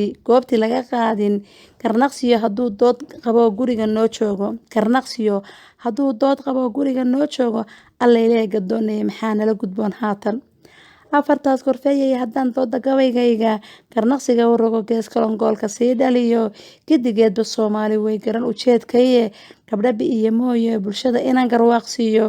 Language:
Somali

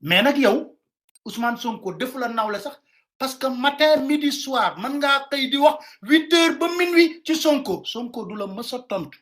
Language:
Wolof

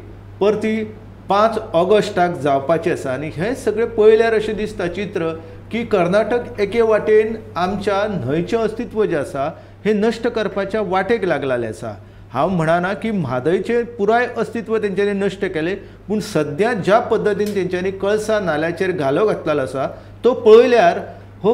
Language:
Konkani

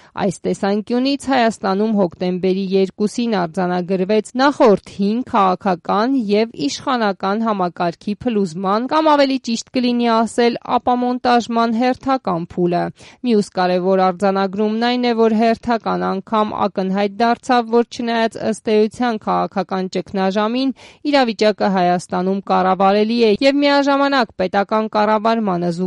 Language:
Armenian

